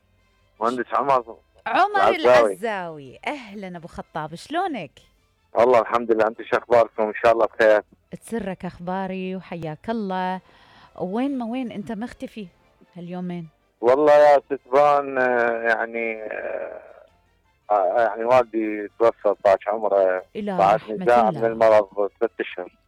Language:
Mesopotamian Arabic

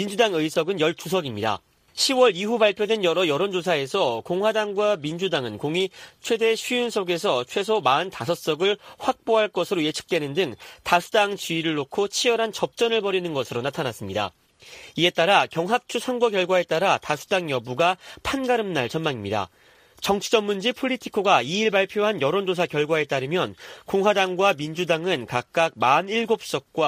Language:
Korean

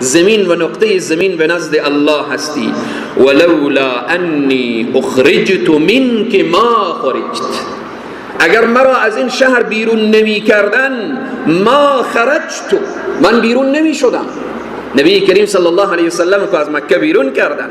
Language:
Persian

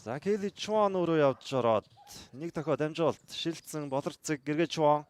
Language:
Mongolian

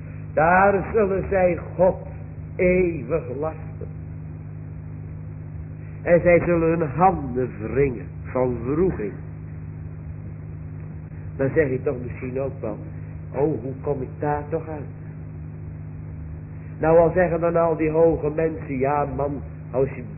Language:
Dutch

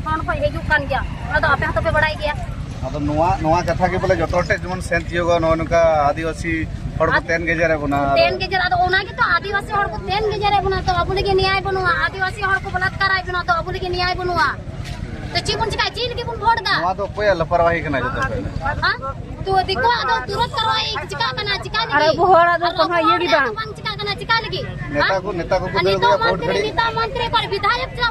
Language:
Santali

